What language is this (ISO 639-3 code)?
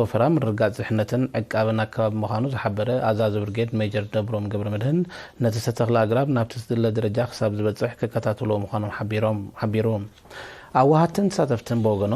tir